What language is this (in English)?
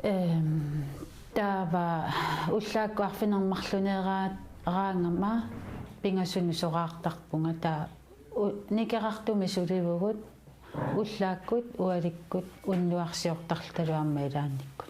Kalaallisut